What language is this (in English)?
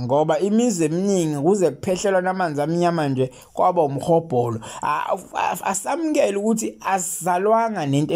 Zulu